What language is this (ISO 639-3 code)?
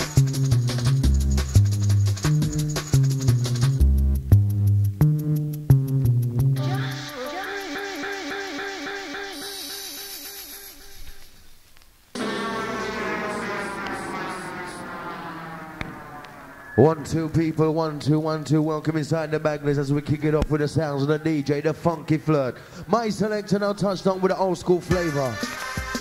eng